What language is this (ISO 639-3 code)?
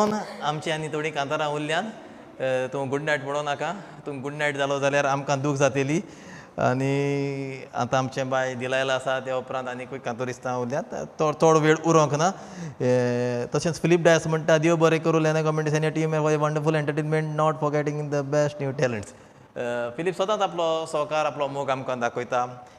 kok